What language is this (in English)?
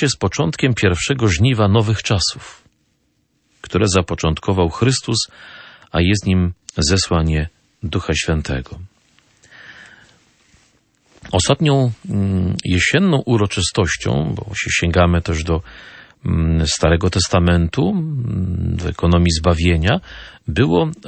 Polish